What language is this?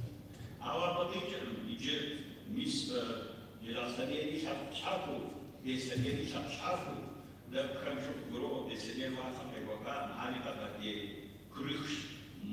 Kabardian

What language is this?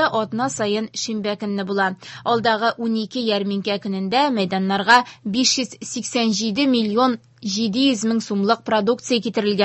Tatar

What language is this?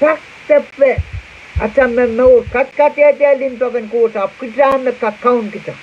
Pohnpeian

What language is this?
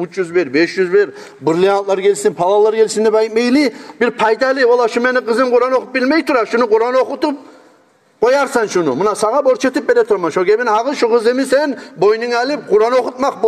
Kumyk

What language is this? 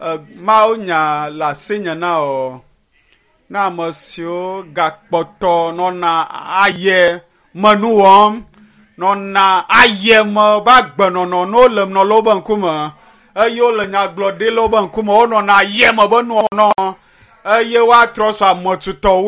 Ewe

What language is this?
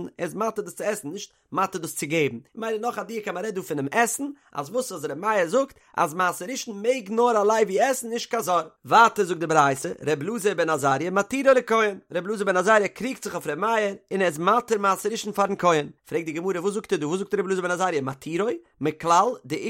Yiddish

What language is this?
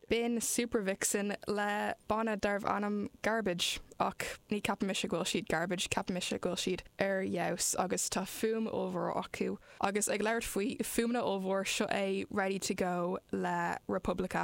Irish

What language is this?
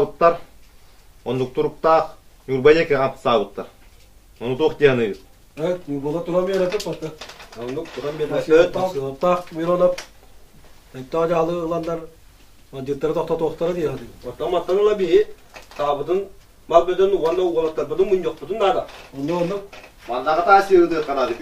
Yakut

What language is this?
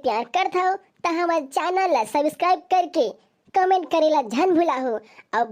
Chhattisgarhi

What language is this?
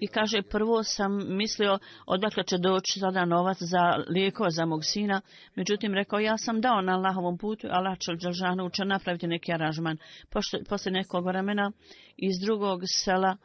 Bosnian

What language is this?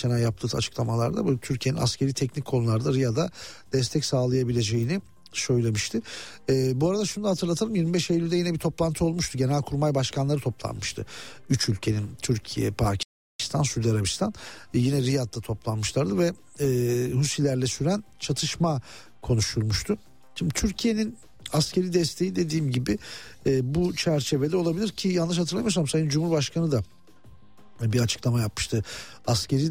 Turkish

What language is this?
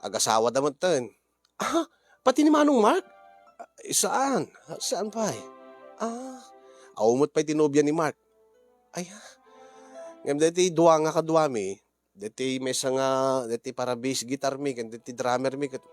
Iloko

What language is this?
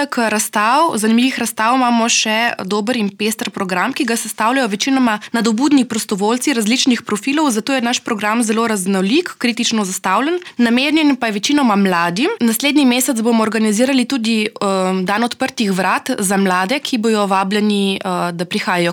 Slovenian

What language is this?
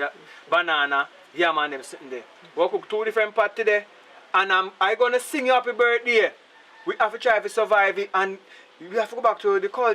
Jamaican Creole English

